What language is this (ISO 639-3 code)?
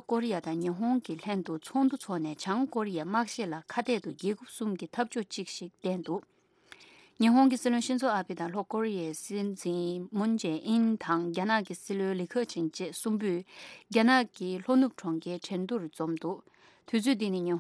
bod